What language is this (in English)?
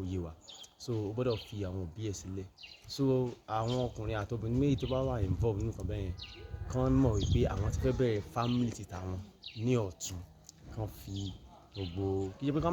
Yoruba